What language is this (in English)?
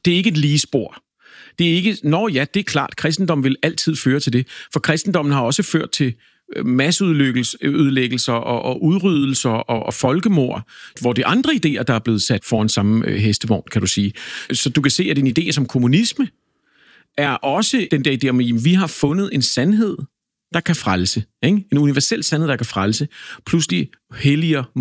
Danish